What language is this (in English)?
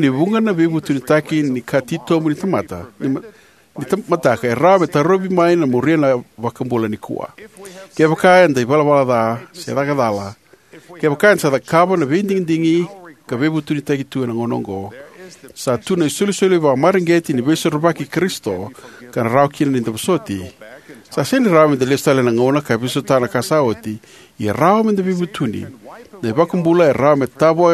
Fijian